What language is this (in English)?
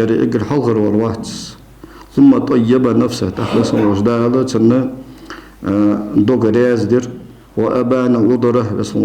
Ingush